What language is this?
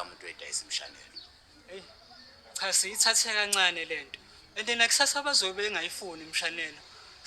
Zulu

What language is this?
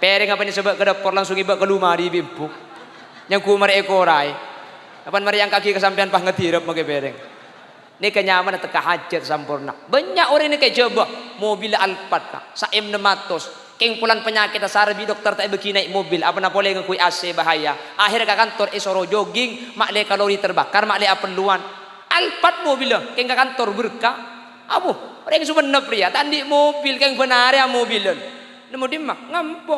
Madurese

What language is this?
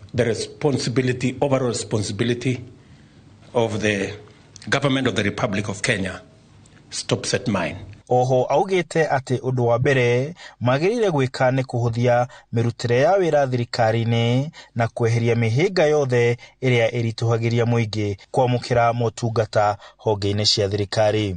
Kikuyu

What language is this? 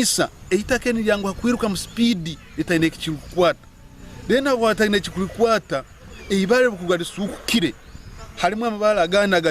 Nyankole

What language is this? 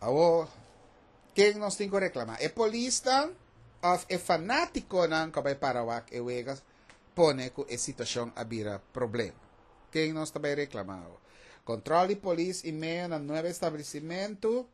Papiamento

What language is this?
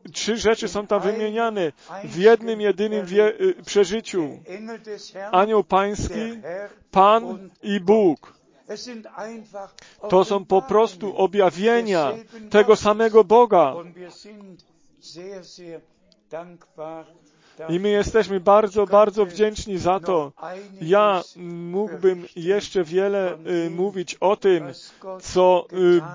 Polish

